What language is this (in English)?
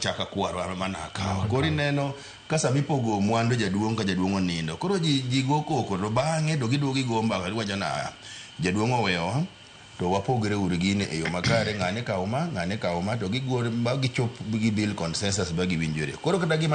Luo (Kenya and Tanzania)